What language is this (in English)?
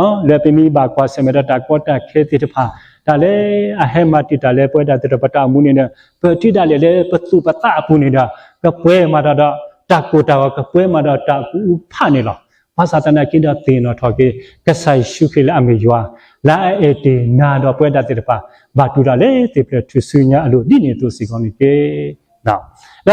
S'gaw Karen